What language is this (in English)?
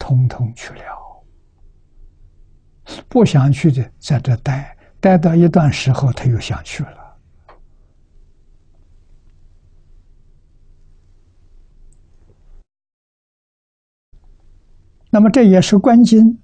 Chinese